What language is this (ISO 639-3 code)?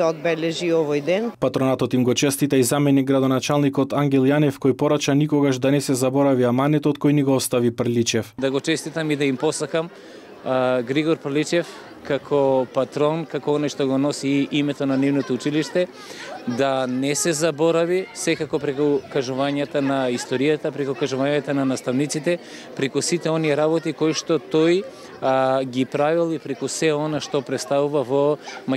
mkd